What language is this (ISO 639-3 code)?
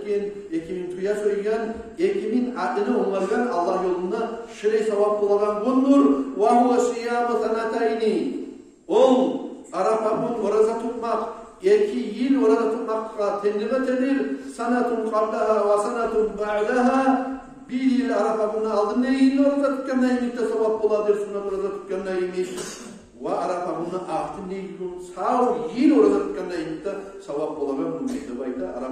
kum